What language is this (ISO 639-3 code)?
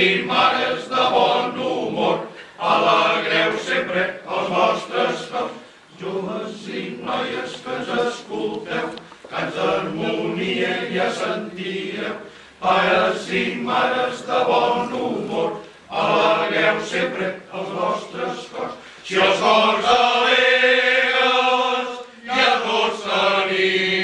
cat